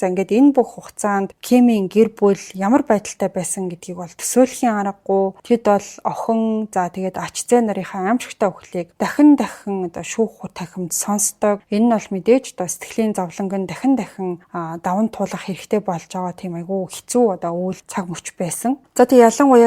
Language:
Mongolian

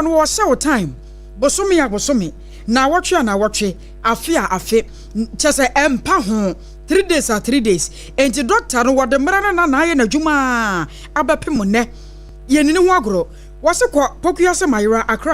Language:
Akan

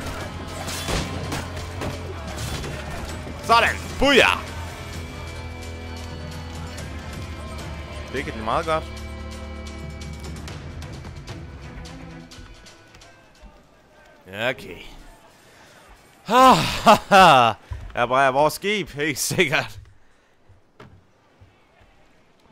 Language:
Danish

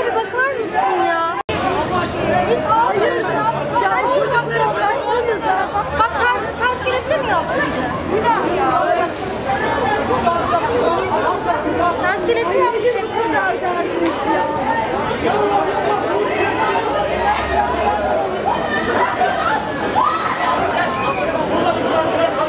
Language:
Turkish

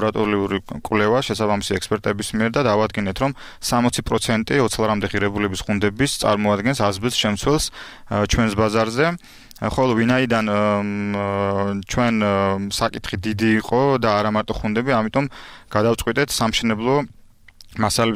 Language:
Georgian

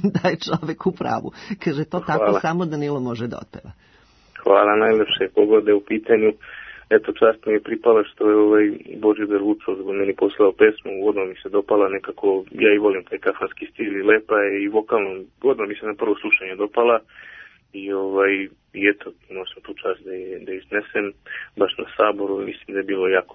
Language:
Serbian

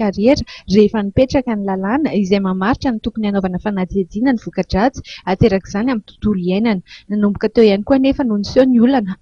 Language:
Malagasy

